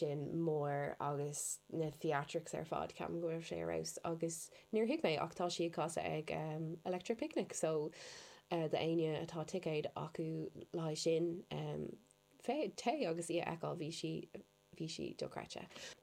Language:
Irish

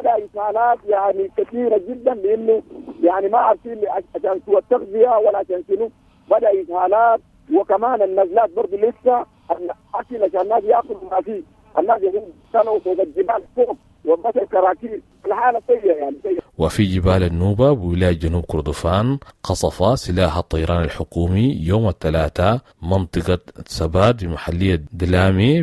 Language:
Sudanese Arabic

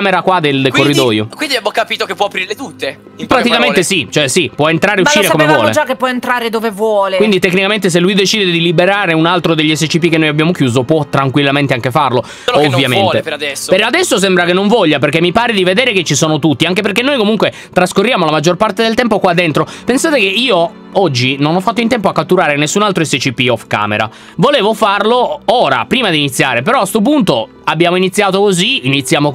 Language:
Italian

